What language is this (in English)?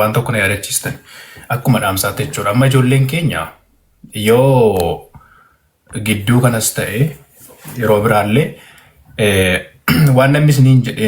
Oromo